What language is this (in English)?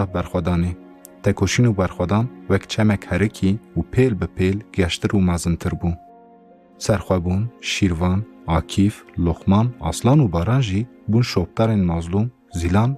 Kurdish